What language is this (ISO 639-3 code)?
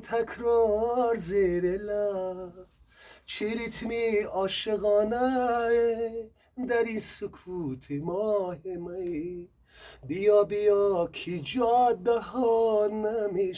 tgk